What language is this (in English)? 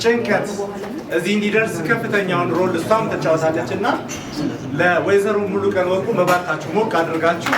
Amharic